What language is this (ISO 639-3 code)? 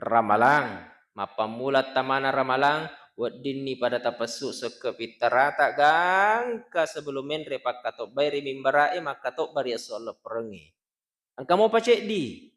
bug